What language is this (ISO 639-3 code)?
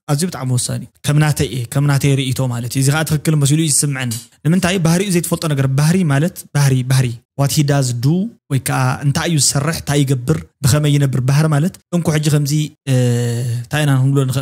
tir